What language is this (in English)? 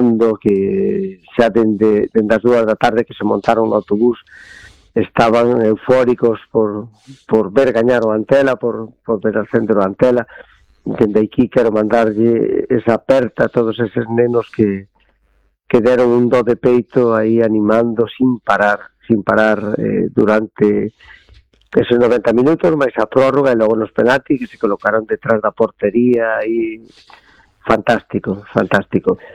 Galician